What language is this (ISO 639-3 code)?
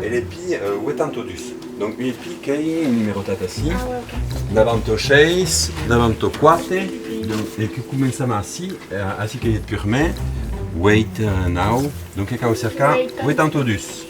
oci